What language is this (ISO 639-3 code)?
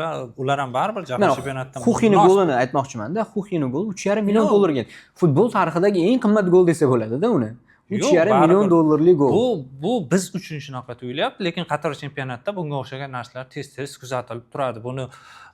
uzb